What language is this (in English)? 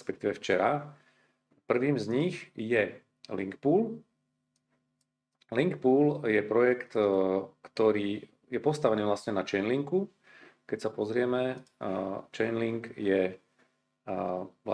Slovak